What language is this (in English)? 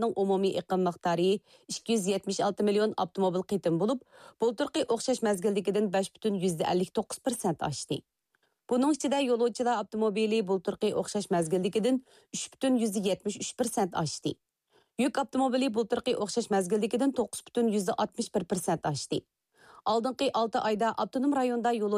Uyghur